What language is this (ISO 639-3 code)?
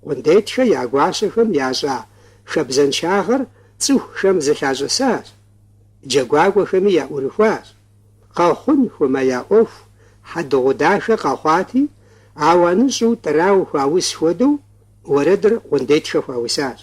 kbd